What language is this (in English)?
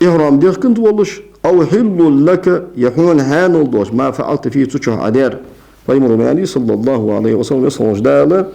Ingush